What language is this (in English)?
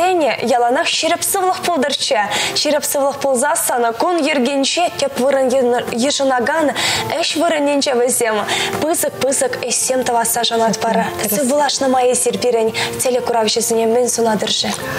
Chuvash